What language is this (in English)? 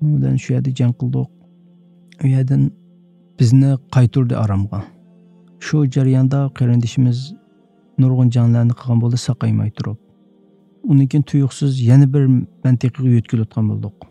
Uyghur